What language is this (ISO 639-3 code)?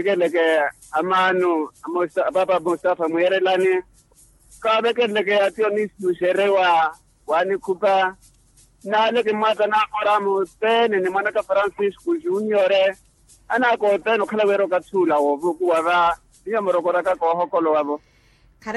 vmw